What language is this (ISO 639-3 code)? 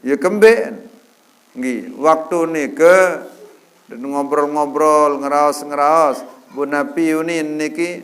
sas